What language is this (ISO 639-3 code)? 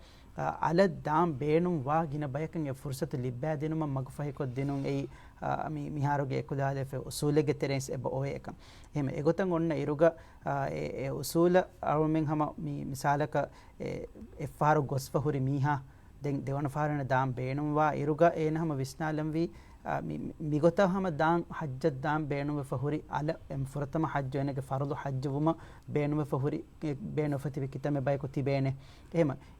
div